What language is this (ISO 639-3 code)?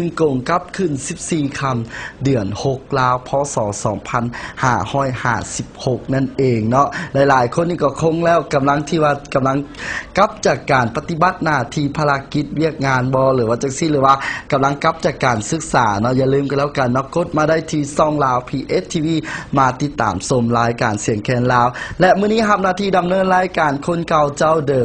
lao